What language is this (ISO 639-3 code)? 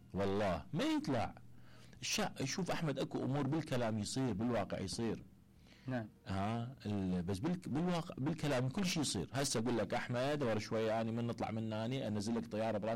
acm